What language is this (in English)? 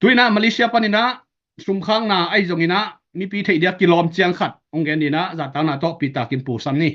Tedim Chin